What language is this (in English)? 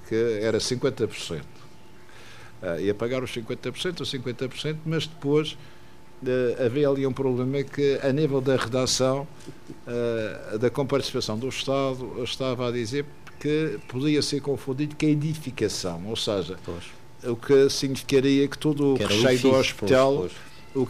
Portuguese